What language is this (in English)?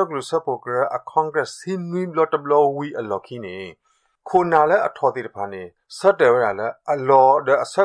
Burmese